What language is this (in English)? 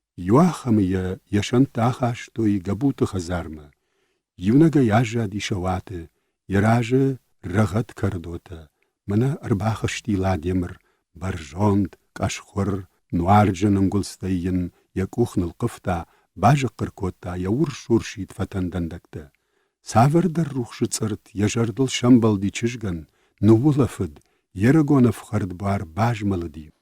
Ossetic